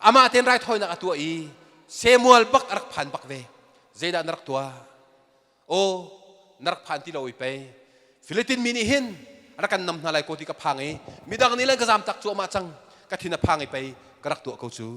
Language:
Hakha Chin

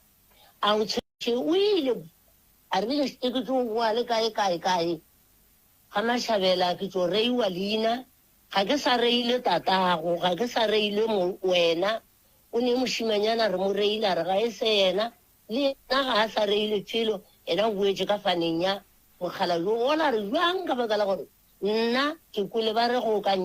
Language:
Northern Sotho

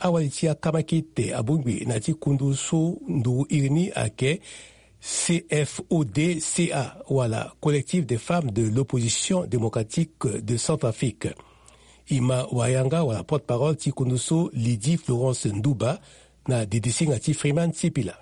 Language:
Sango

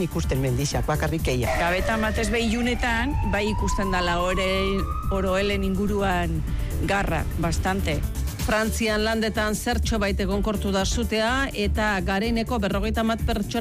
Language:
Basque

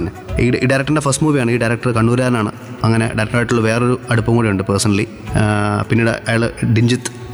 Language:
Malayalam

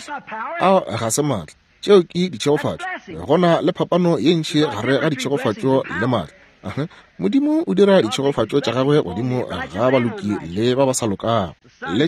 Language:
Northern Sotho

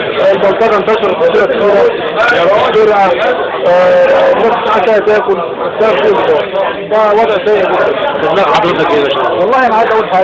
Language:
Egyptian Arabic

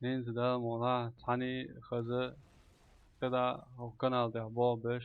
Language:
Chechen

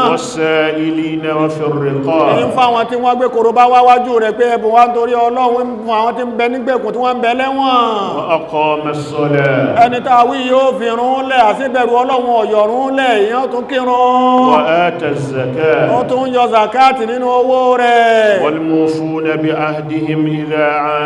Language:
Yoruba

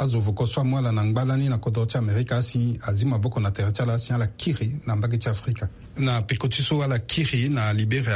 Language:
Sango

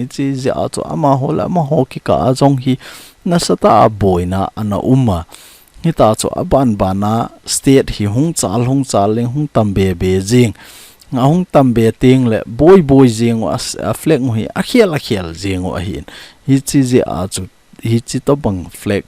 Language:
Thado Chin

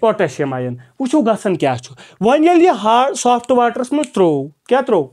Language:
Kashmiri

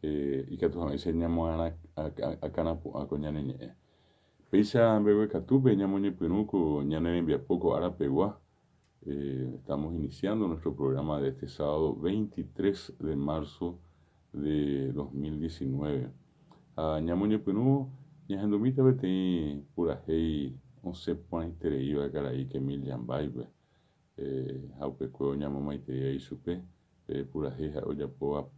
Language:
Guarani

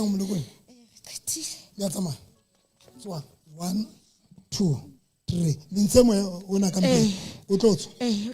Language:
Southern Sotho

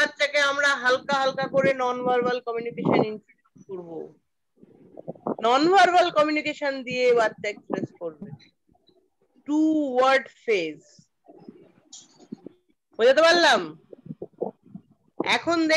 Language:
Bangla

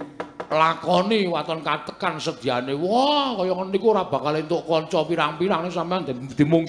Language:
Javanese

